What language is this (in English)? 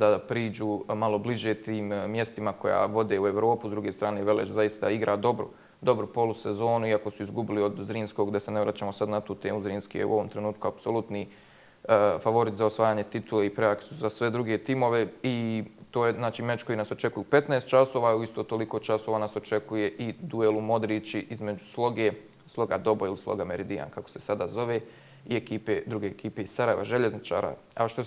Bosnian